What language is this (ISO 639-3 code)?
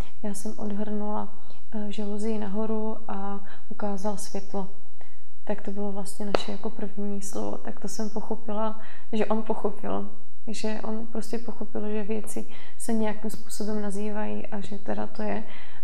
ces